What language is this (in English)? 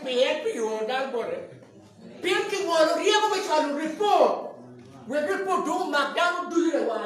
Acoli